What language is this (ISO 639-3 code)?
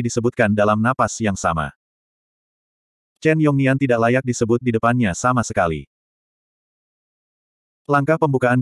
ind